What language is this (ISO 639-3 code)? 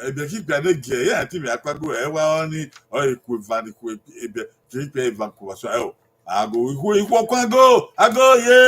bin